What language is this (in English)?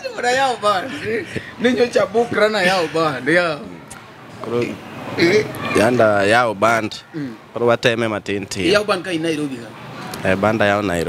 Luo (Kenya and Tanzania)